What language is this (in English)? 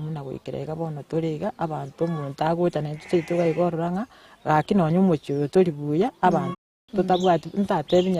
Gusii